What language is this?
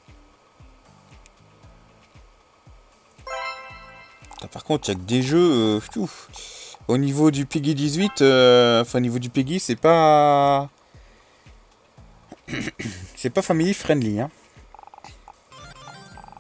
French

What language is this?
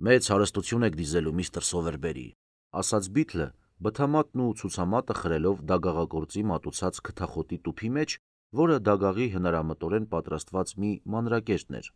Armenian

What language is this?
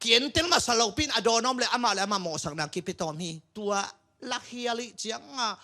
Tedim Chin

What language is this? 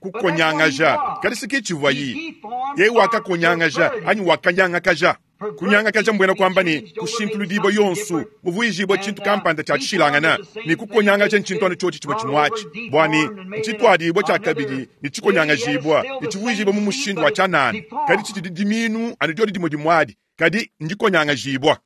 Luba-Lulua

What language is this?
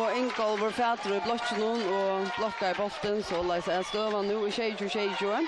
Faroese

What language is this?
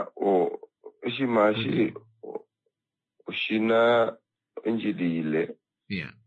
Kuanyama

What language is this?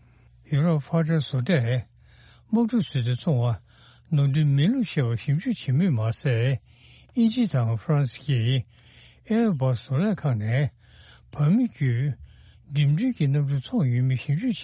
Tibetan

